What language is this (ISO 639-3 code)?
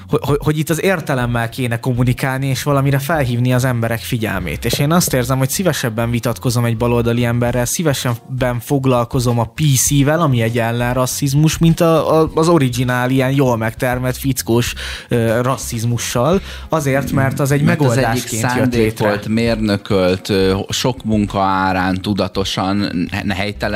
hun